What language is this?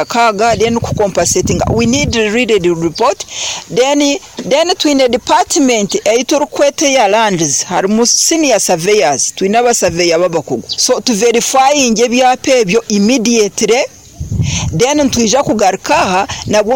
Nyoro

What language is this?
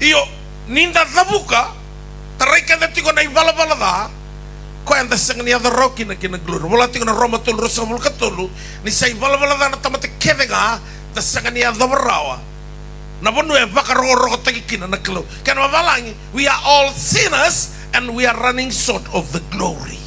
Fijian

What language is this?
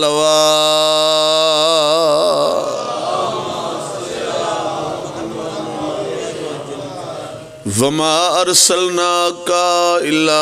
Pahari-Potwari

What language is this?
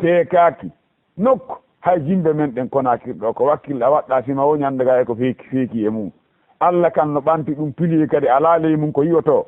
Fula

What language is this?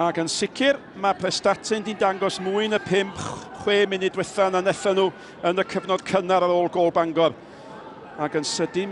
Welsh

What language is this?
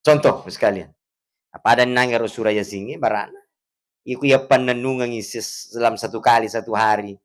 Buginese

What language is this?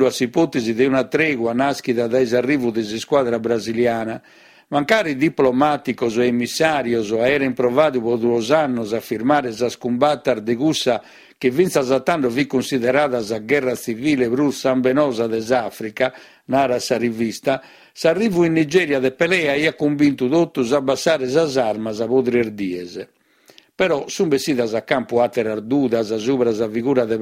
Sardinian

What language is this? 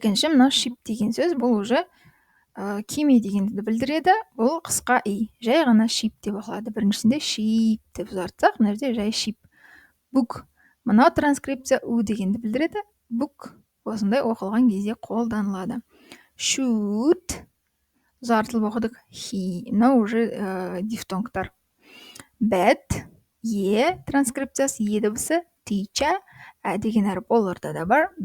Kazakh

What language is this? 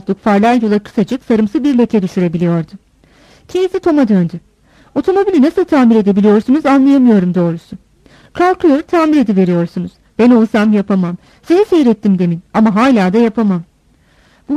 Turkish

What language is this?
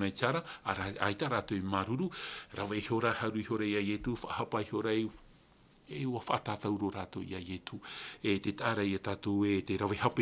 Tahitian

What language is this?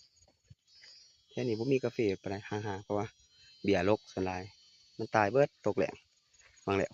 Lao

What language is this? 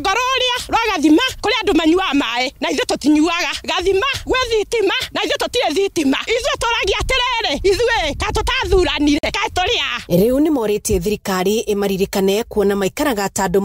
Kikuyu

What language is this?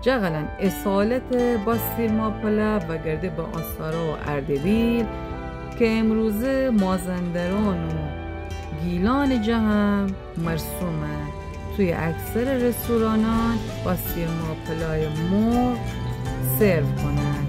Gilaki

